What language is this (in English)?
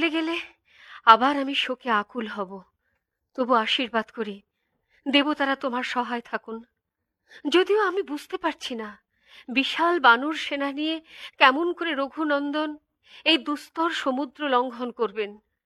Bangla